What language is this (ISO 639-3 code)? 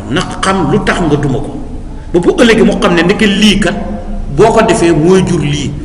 wol